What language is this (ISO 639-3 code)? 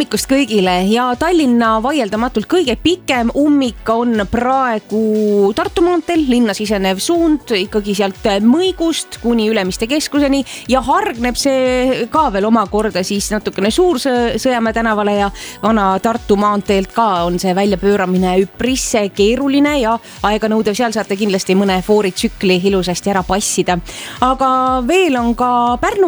est